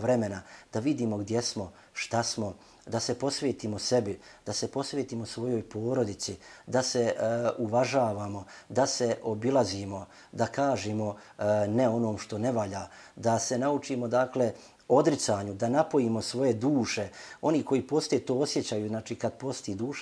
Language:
Bosnian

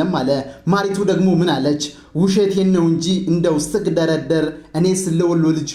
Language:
Amharic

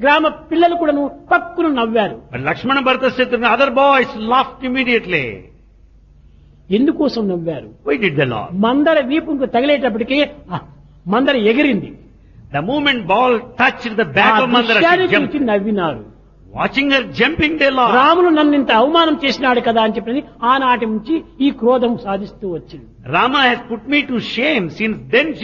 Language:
Telugu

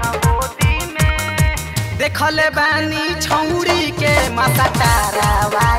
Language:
Bhojpuri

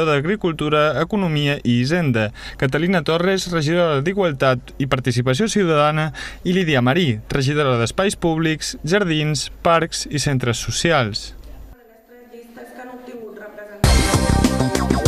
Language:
Catalan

